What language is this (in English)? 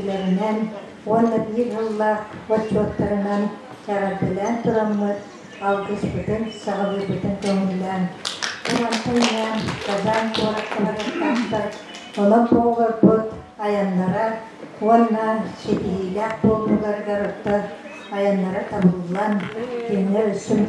Yakut